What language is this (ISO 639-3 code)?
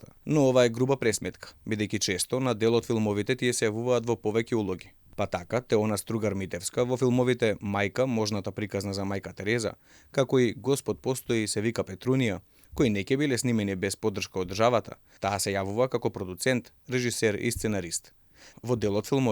mkd